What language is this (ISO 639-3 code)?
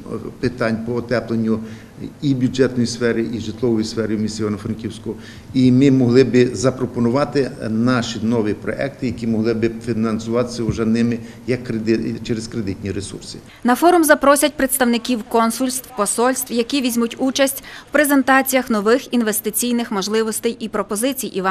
ukr